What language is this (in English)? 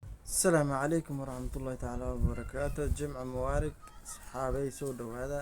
Somali